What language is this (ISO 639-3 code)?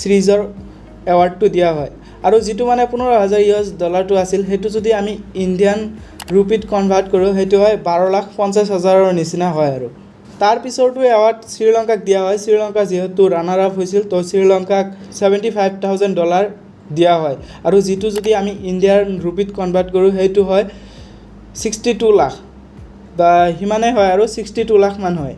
asm